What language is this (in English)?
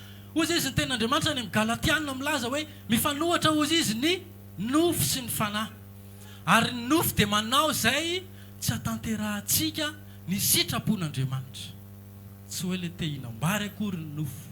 Malagasy